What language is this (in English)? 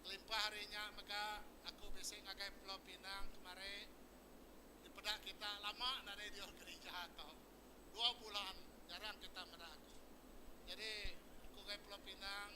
Iban